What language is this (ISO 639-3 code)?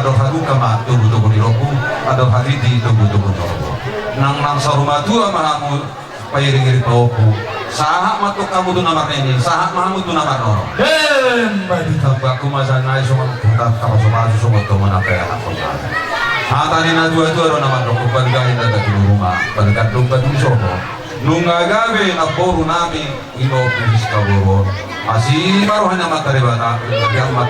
bbc